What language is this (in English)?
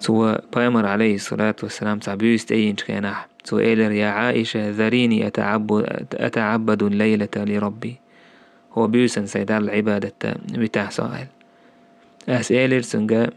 Chechen